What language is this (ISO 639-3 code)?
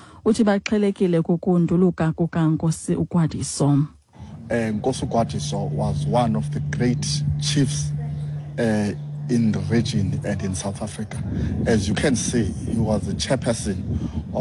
xho